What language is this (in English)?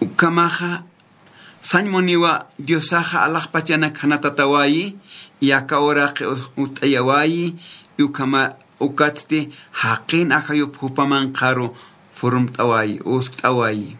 Aymara